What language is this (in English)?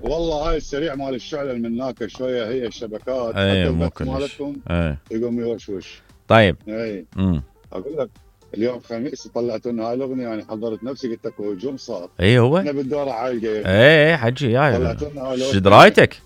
Mesopotamian Arabic